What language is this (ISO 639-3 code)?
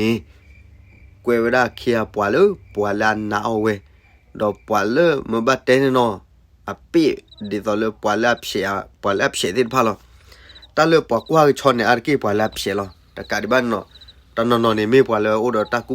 ksw